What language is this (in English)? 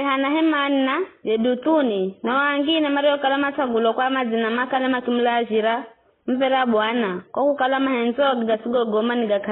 Giryama